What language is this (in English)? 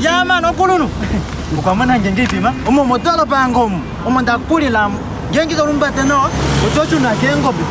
Kuanyama